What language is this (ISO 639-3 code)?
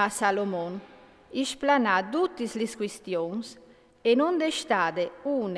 fur